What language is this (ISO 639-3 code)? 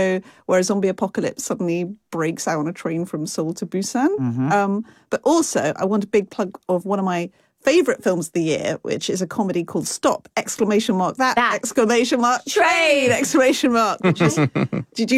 eng